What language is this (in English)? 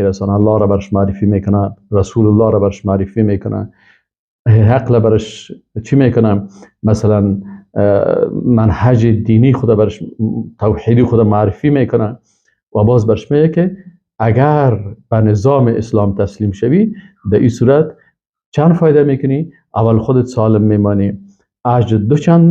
Persian